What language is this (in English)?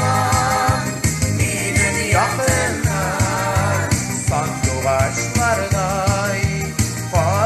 Tatar